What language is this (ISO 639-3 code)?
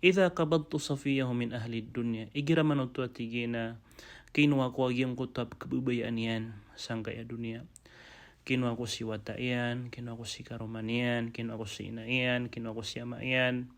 mrw